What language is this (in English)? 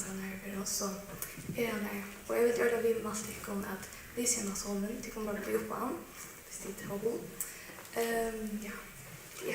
Faroese